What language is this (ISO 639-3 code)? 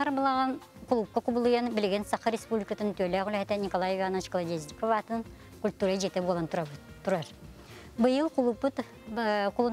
sah